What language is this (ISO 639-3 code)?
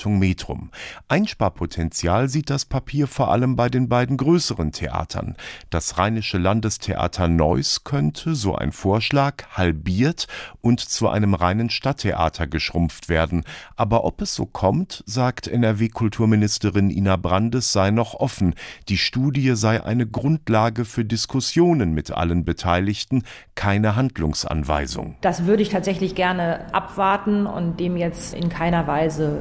deu